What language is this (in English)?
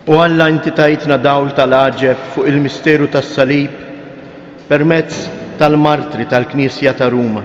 Maltese